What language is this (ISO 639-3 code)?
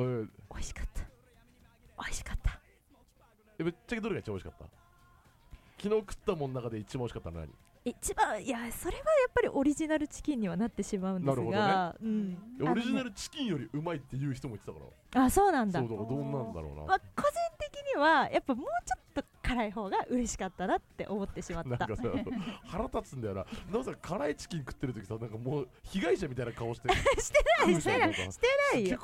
jpn